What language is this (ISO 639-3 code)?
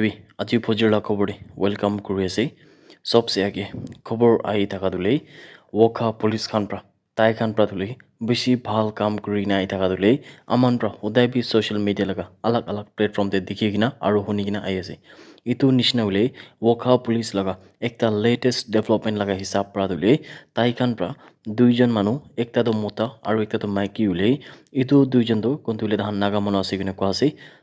nag